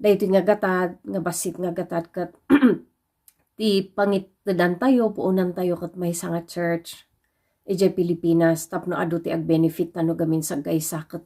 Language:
Iloko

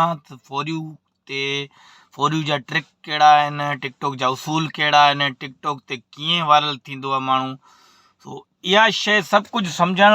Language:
Sindhi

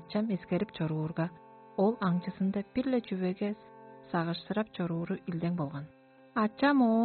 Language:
Tuvinian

